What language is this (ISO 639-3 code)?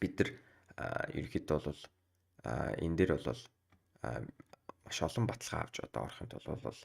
mon